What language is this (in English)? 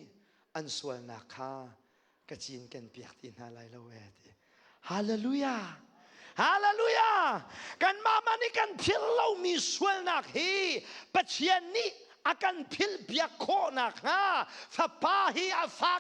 Hakha Chin